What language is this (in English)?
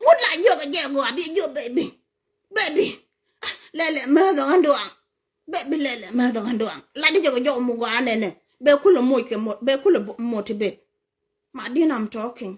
Nuer